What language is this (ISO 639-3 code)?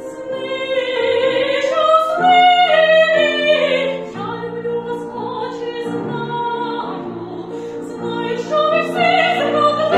ukr